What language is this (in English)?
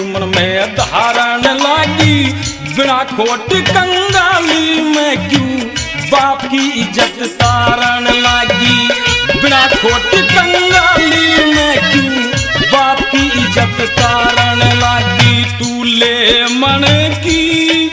Haryanvi